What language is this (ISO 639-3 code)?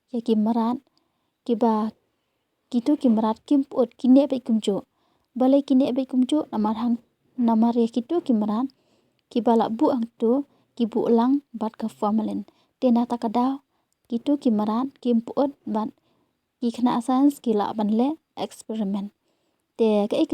kha